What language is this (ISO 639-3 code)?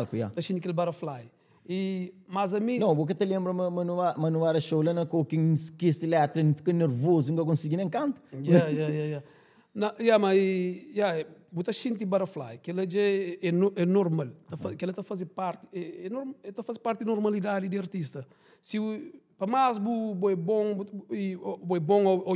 kea